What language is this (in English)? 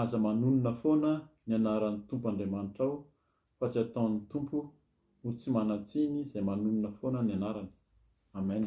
Malagasy